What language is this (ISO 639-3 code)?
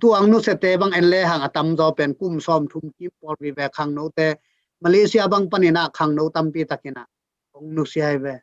ctd